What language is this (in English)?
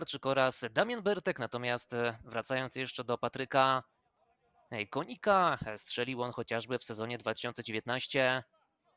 Polish